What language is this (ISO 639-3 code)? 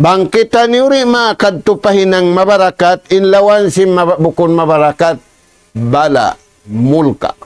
tsg